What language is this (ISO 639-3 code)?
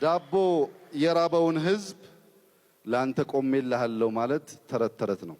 amh